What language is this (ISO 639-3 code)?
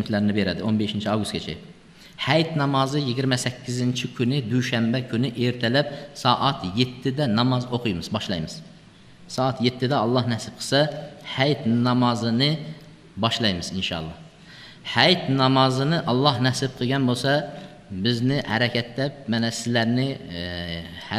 uzb